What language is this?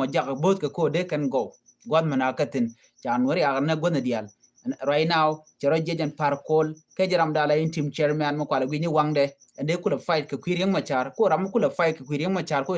Nuer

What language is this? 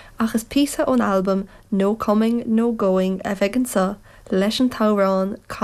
Irish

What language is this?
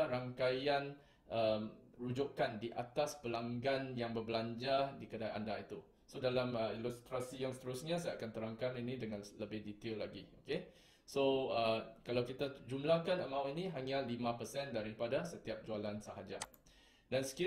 Malay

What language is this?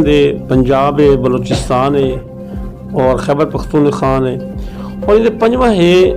Saraiki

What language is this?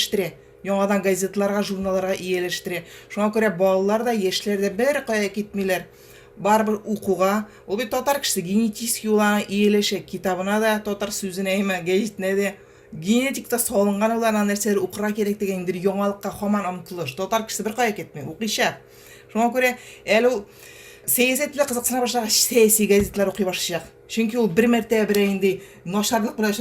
Tatar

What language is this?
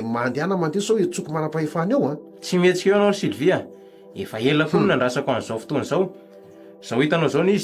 Malagasy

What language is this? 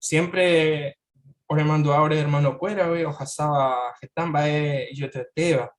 Guarani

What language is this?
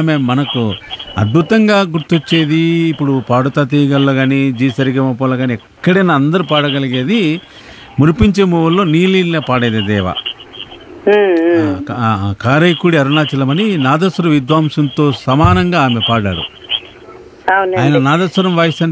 Telugu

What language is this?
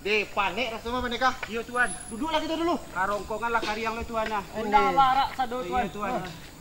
Minangkabau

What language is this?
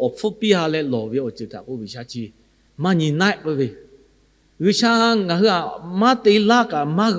Lahu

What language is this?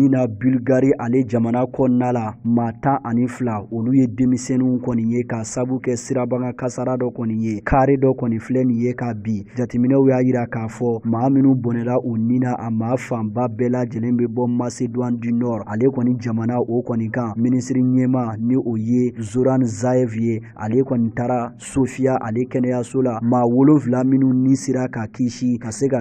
Bambara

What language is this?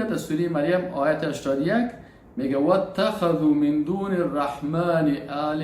Persian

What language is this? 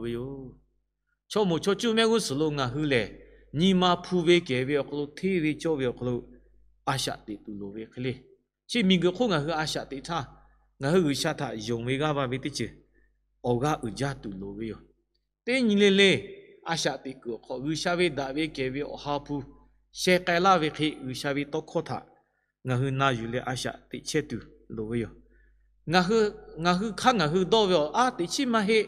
Lahu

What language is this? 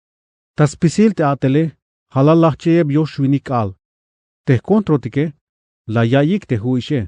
Tzeltal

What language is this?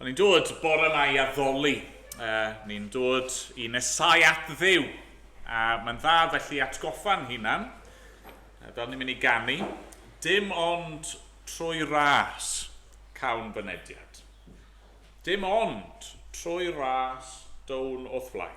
Welsh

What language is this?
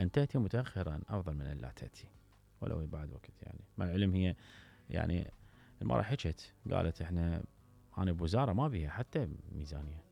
Mesopotamian Arabic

